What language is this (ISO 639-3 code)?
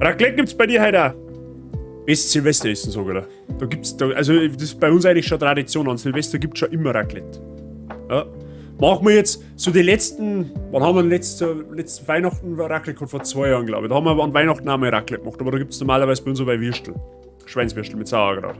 bar